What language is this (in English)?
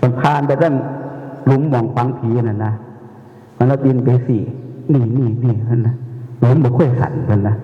Northeastern Thai